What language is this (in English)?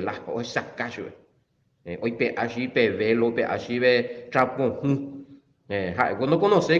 Guarani